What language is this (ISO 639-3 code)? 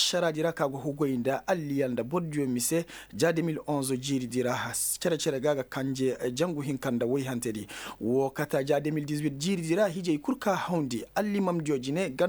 ses